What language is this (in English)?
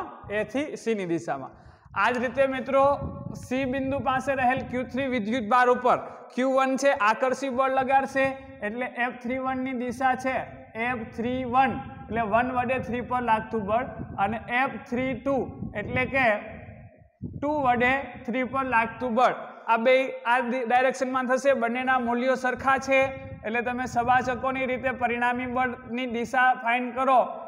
Gujarati